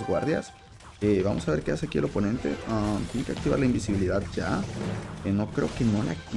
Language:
Spanish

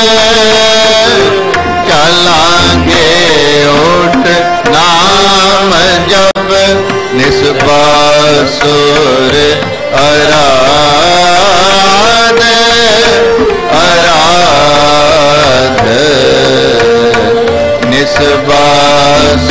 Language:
Punjabi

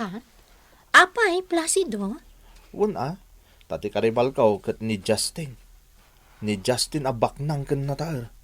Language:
Iloko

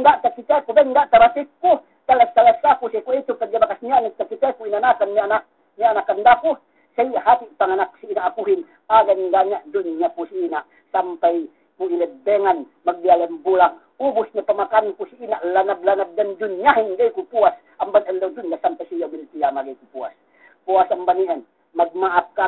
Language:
Yakan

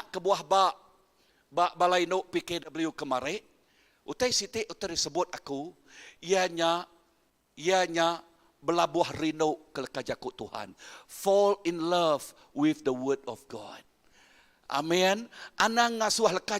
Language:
Iban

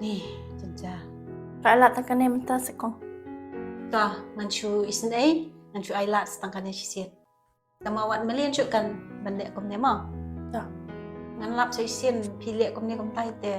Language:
Khasi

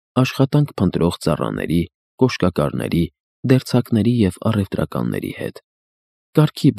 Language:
Armenian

